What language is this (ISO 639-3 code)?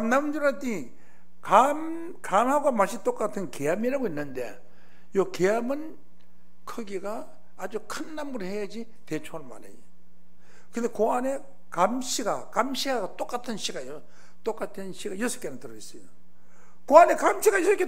kor